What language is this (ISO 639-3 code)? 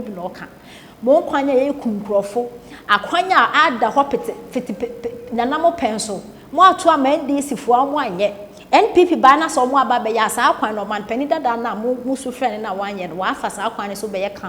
aka